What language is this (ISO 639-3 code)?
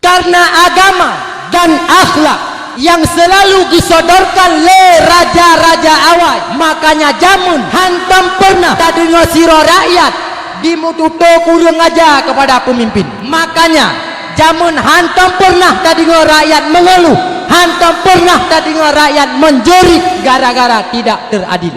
ace